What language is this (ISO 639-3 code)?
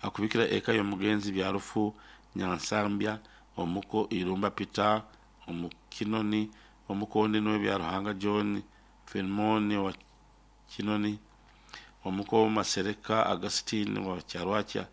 nyo